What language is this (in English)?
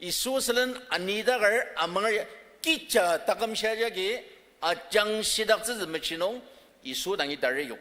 Ao Naga